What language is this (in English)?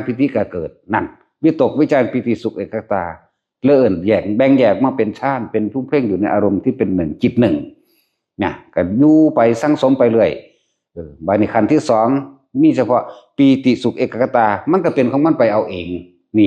Northeastern Thai